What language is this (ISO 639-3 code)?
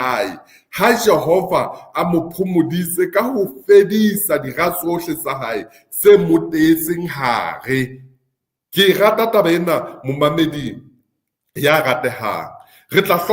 sot